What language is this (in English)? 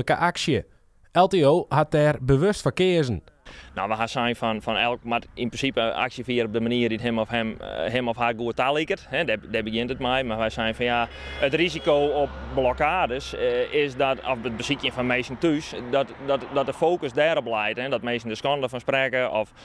Western Frisian